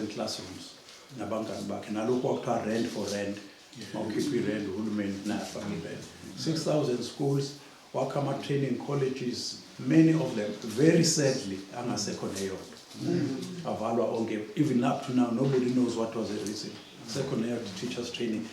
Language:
Zulu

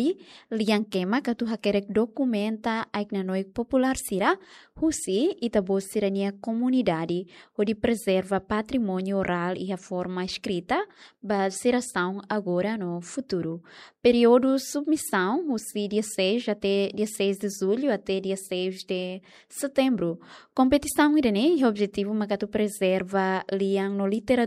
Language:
Tetum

